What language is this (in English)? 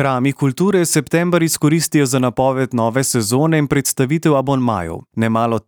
Slovenian